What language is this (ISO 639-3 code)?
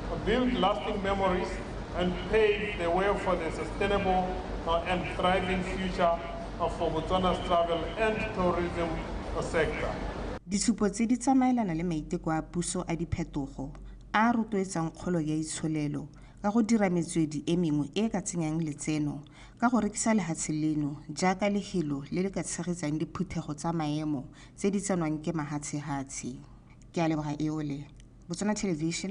tsn